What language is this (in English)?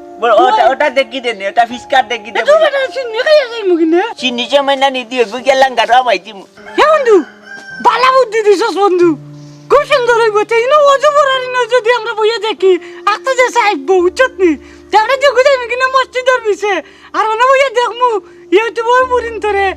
Sylheti